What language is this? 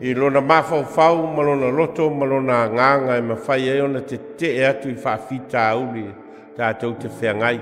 Samoan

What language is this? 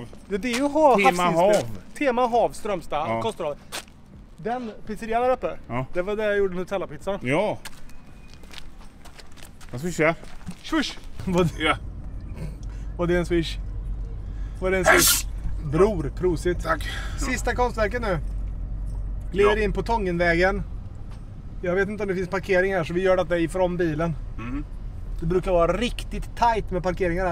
Swedish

